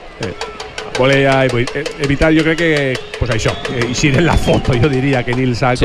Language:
Catalan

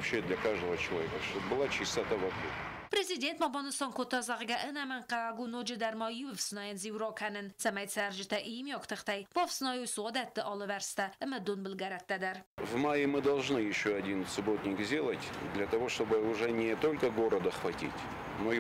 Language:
Ossetic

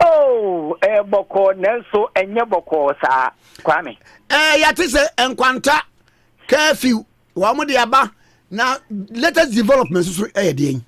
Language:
Akan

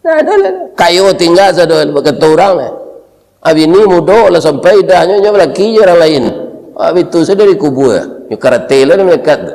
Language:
Minangkabau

